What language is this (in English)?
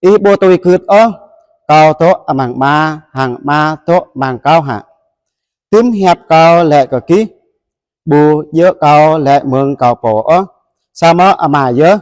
Jarai